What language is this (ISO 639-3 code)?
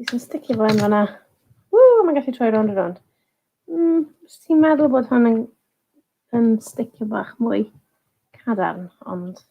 cym